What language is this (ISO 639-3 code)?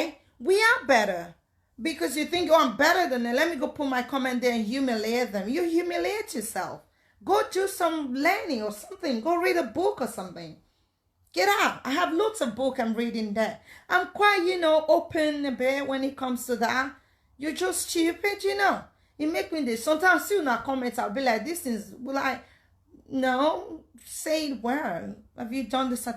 pcm